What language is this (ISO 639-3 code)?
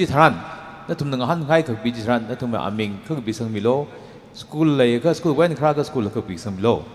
nmf